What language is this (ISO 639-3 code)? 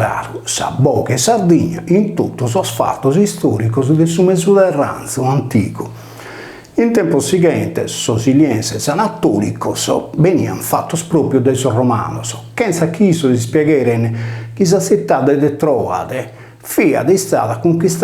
srd